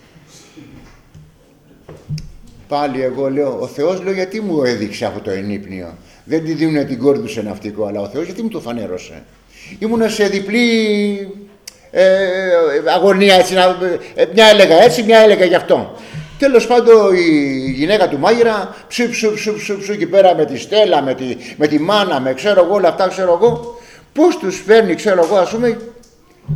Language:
Greek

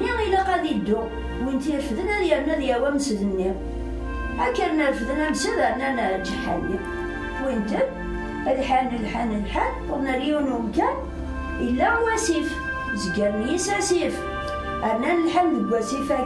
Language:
Kabyle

